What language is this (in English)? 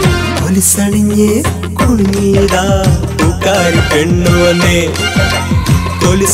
Malayalam